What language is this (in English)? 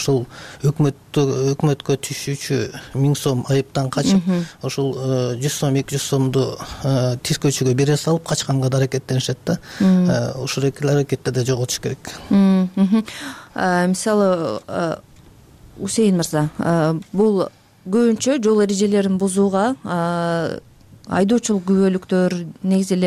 Kyrgyz